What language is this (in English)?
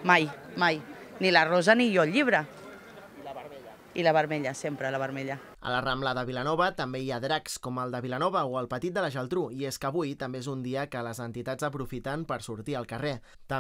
Catalan